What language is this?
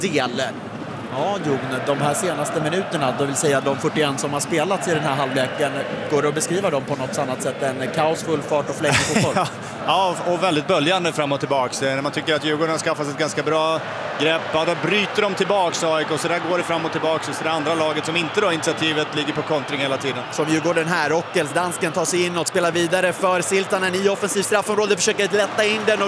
Swedish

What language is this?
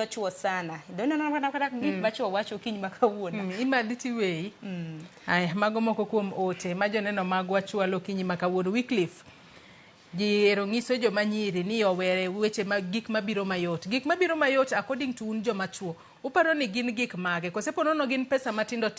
Luo (Kenya and Tanzania)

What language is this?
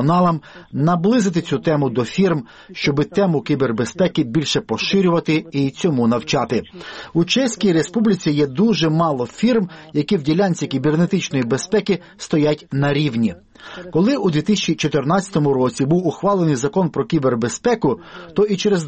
Ukrainian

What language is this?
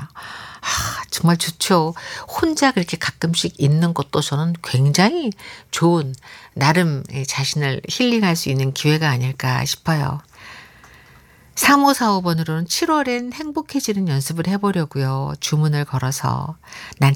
Korean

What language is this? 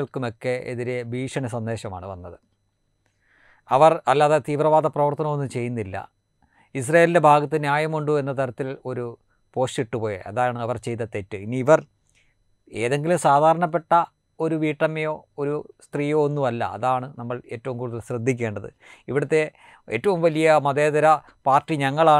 Malayalam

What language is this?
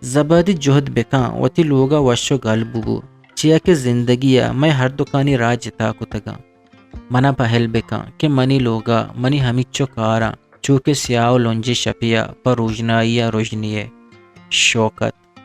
Eastern Balochi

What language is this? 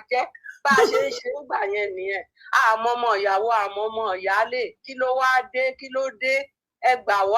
Yoruba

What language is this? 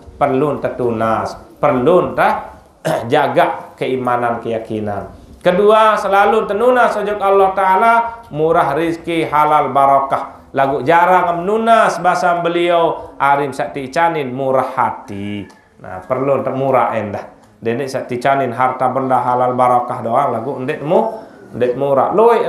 Sasak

